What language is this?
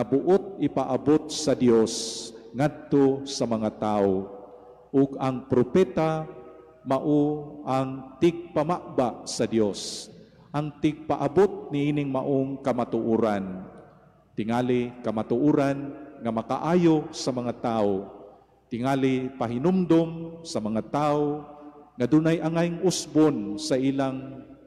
Cebuano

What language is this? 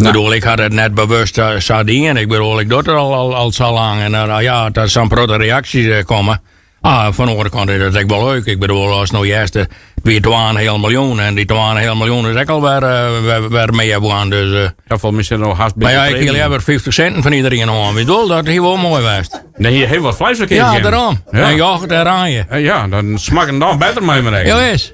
Western Frisian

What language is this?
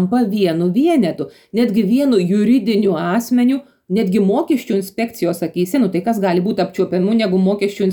Lithuanian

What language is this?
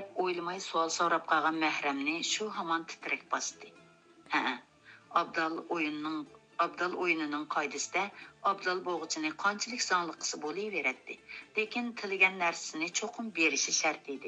Uyghur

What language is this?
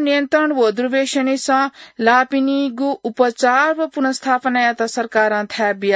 Newari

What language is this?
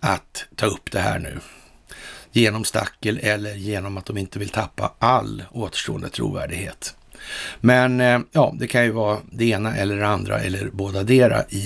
Swedish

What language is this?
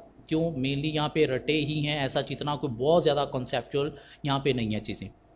Hindi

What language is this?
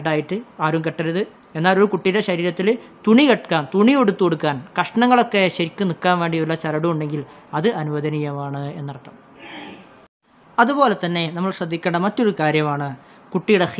Malayalam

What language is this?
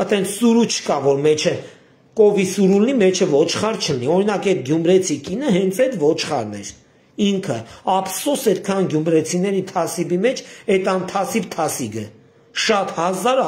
Armenian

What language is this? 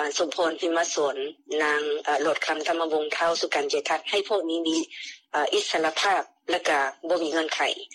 Lao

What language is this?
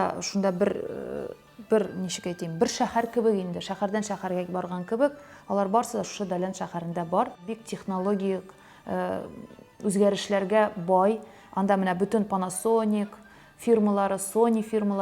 Tatar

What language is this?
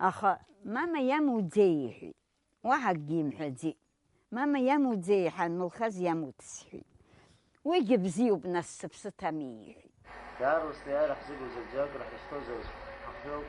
Abkhazian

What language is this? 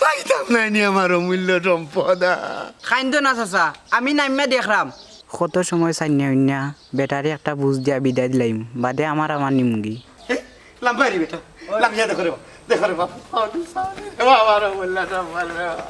Sylheti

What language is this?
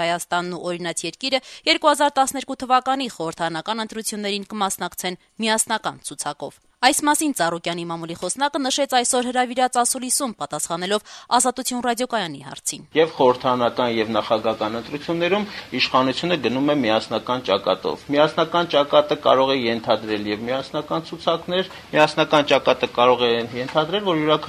Armenian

